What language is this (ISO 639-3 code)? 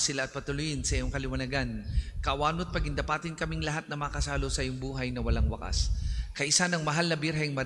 fil